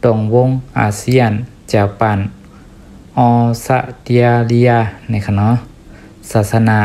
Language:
Shan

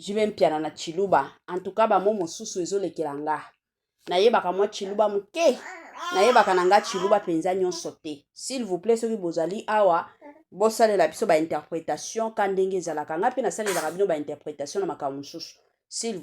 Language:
Lingala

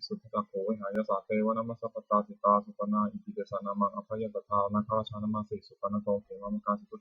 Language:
Pali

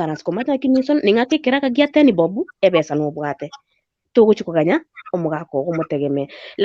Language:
Gusii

